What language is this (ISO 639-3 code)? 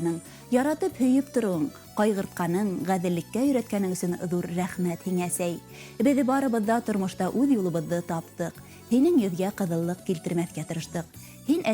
bak